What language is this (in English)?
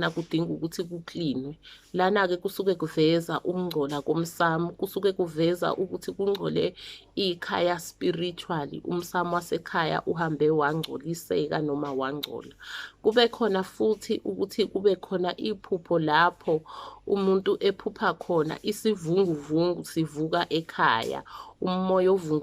Zulu